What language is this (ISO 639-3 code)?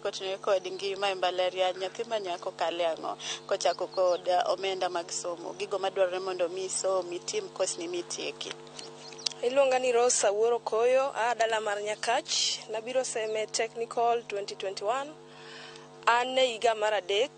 luo